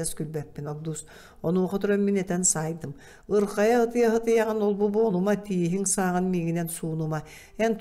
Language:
Yakut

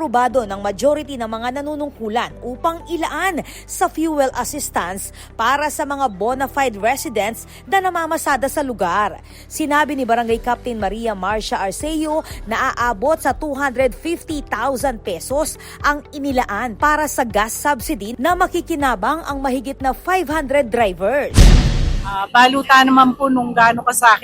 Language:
Pampanga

